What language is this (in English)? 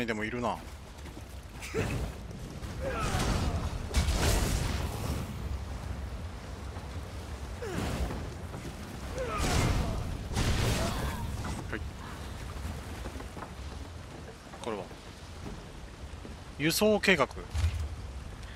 Japanese